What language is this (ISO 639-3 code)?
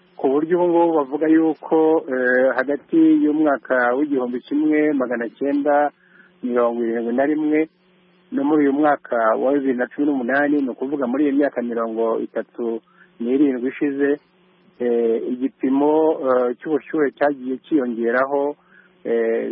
kin